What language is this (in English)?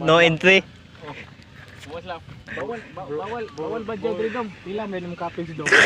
Cebuano